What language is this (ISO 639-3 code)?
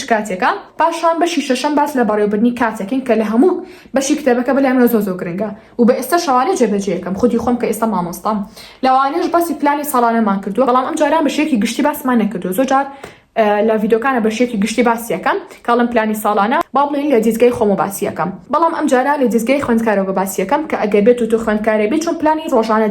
ckb